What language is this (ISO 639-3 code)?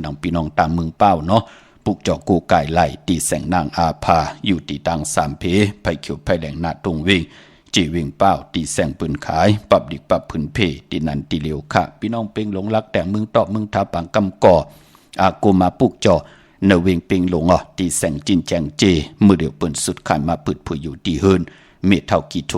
shn